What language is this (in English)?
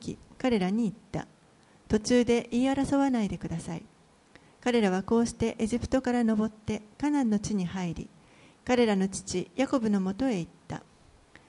Japanese